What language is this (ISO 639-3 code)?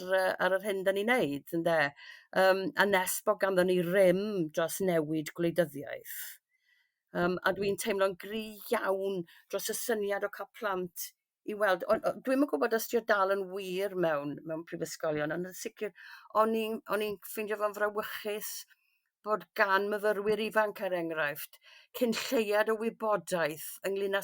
cym